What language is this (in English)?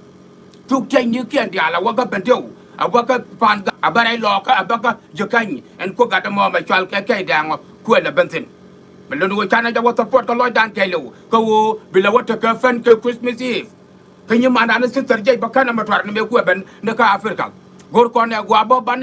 Nuer